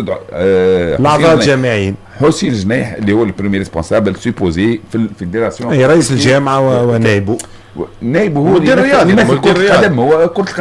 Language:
Tunisian Arabic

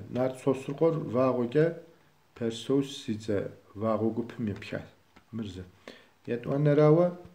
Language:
Kabardian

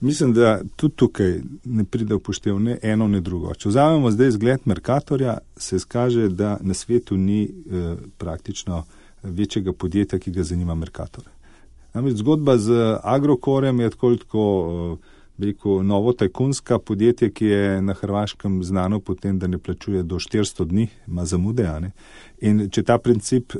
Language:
Slovenian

